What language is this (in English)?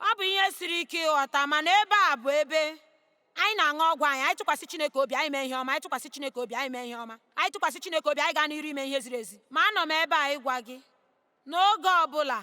Igbo